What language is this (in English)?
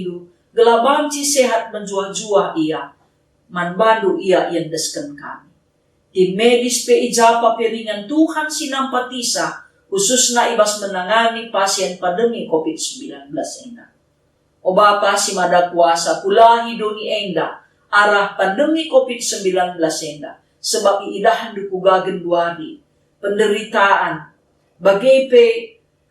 Batak Karo